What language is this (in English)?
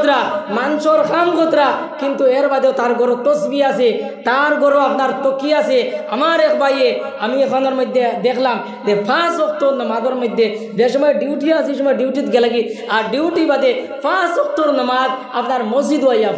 Sylheti